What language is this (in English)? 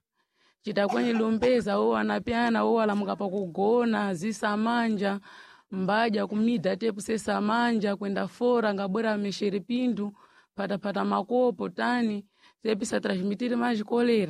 Sena